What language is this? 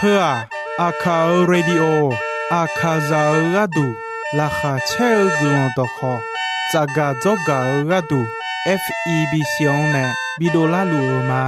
Akha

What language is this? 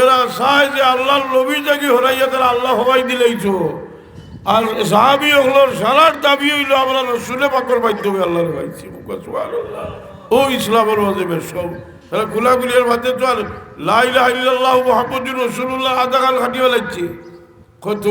Sylheti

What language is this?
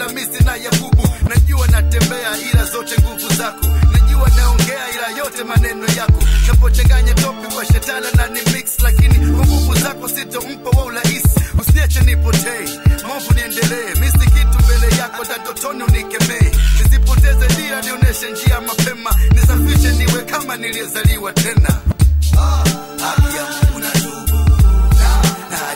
Swahili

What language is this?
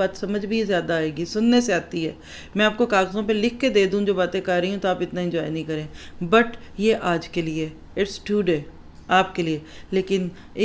Urdu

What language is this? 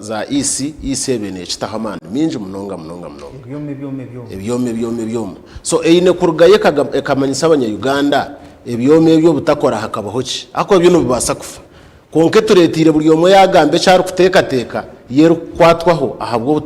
Nyankole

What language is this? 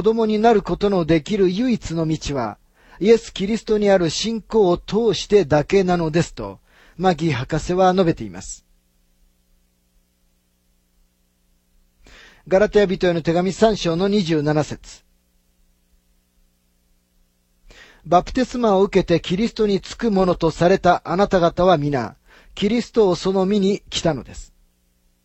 Japanese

